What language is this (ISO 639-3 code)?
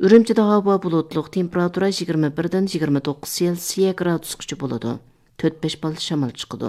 uig